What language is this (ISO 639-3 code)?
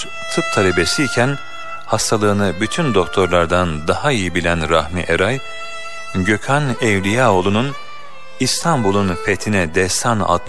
tur